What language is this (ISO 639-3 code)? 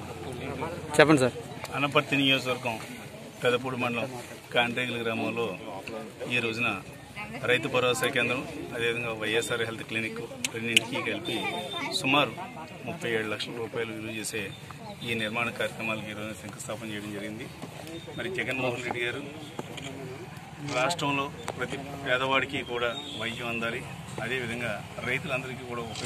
tel